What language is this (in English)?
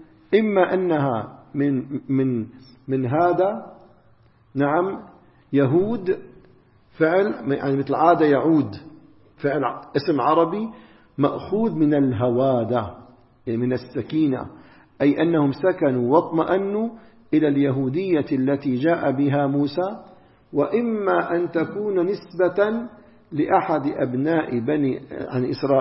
Arabic